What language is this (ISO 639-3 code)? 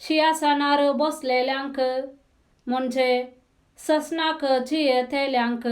kok